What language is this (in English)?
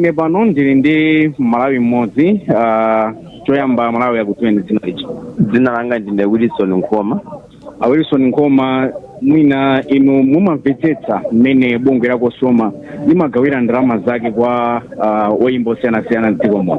Nyanja